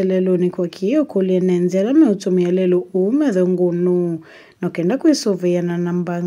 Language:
Kamba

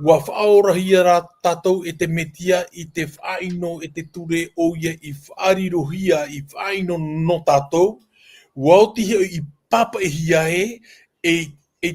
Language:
Tahitian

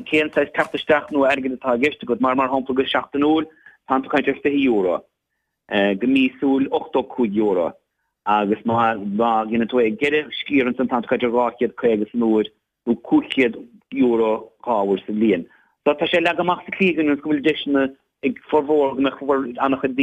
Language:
Irish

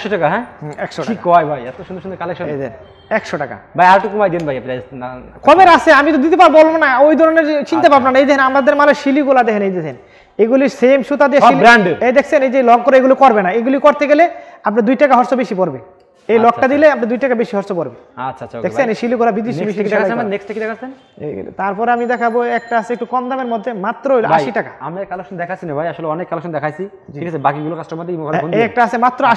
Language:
Bangla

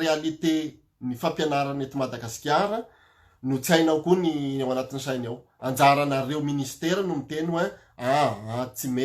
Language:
Malagasy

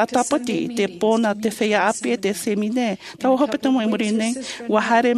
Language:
Tahitian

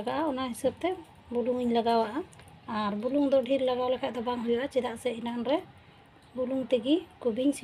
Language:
Santali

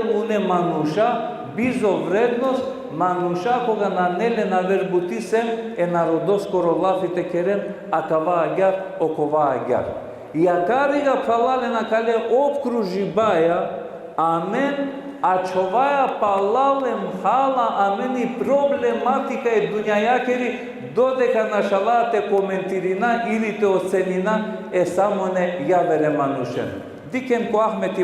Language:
Balkan Romani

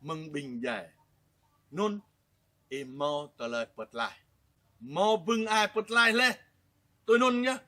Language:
Jarai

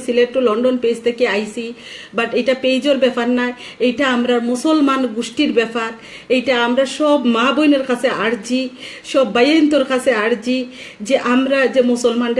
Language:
Sylheti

